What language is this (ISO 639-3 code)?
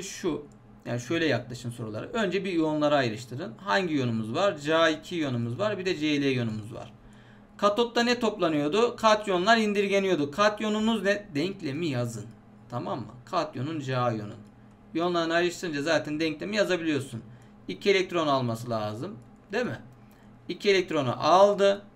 tur